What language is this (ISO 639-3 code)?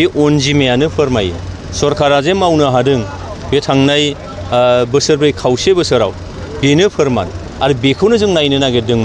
brx